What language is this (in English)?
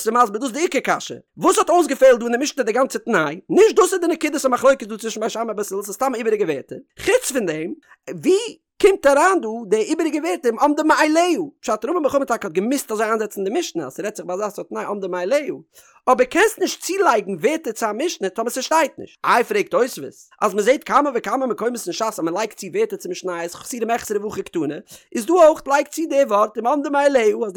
Yiddish